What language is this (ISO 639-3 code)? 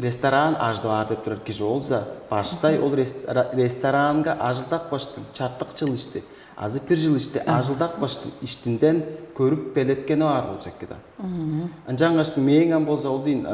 tyv